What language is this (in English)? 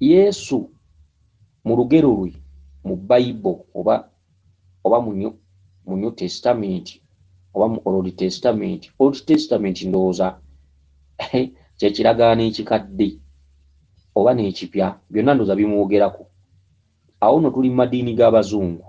Ganda